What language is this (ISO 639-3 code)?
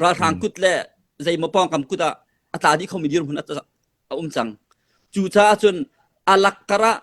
cnh